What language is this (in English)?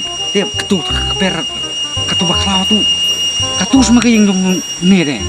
Khasi